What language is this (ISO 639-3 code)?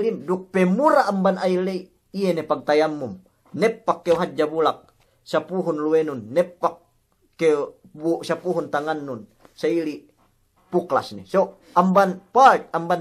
yka